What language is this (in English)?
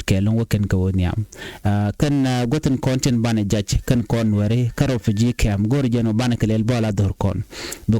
Nuer